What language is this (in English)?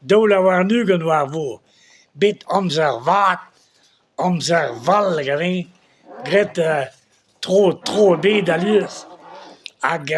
Breton